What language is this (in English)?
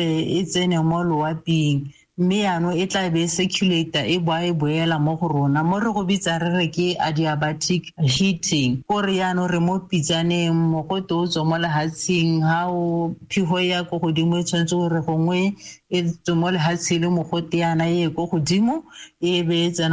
Tswana